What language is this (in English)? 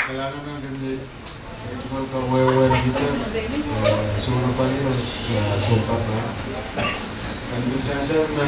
Pohnpeian